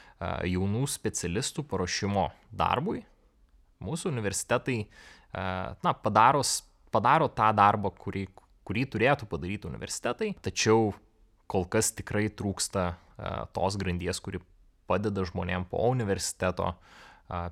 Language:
Lithuanian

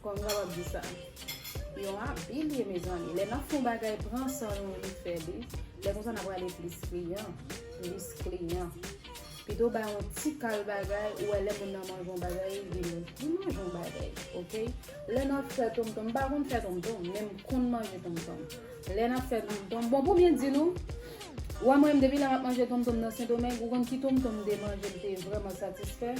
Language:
Haitian Creole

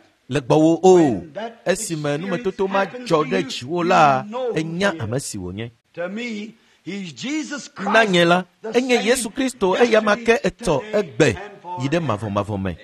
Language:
Ewe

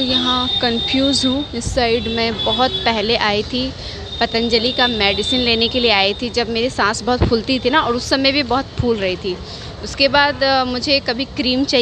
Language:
Hindi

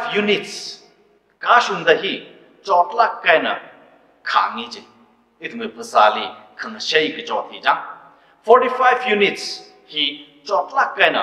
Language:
Tangkhul Naga (India)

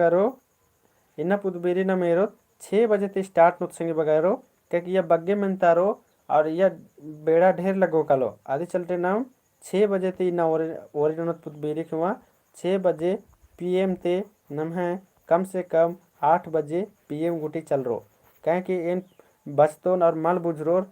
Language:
Kurukh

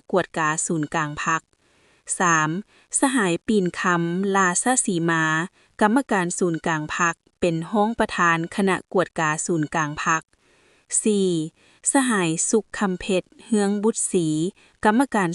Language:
Lao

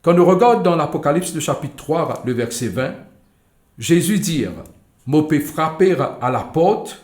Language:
Morisyen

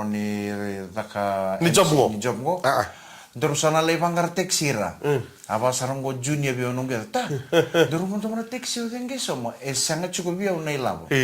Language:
Fijian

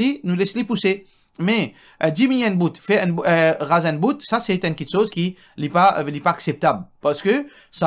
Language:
Morisyen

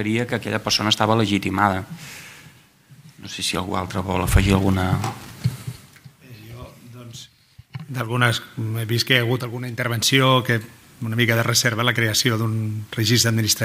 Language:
Catalan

